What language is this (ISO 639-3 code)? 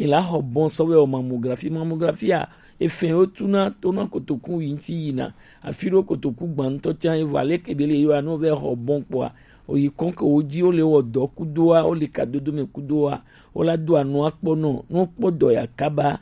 gej